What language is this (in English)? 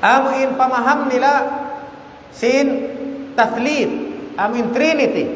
Tausug